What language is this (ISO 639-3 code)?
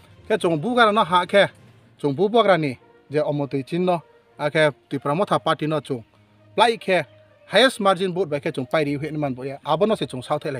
ria